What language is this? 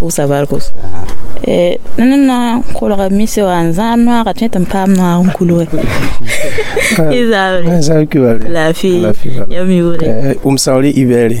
Mossi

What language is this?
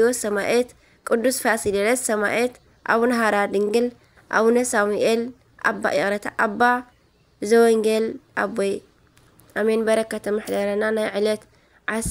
Tigrinya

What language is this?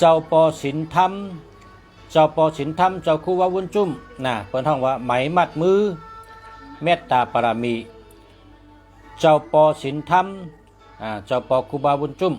Shan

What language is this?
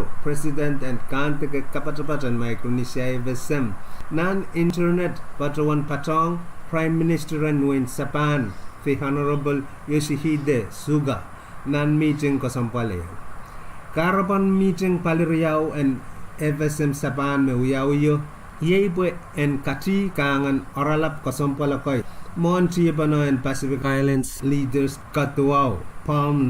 Pohnpeian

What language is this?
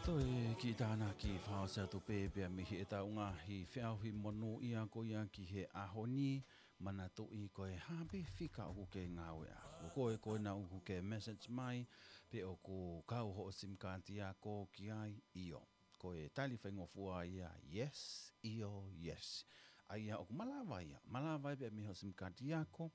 Tongan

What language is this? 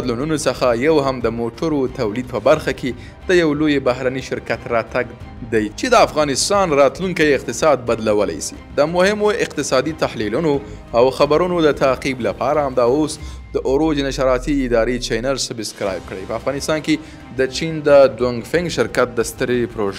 Pashto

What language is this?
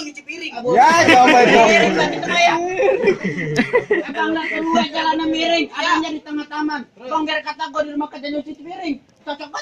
Betawi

